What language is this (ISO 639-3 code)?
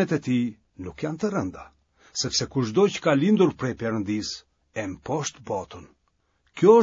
sqi